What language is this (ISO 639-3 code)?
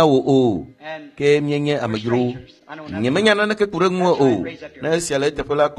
ewe